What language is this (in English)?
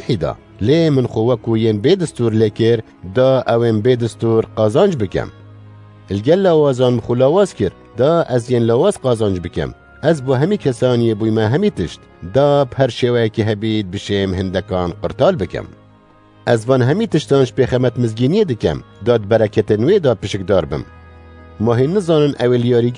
Kurdish